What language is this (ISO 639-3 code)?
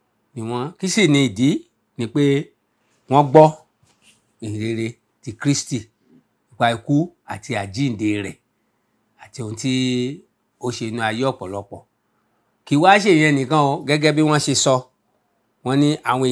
yor